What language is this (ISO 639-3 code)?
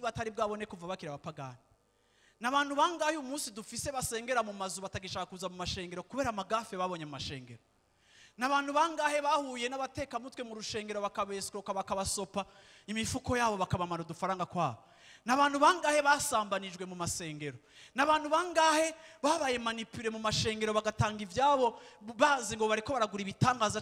run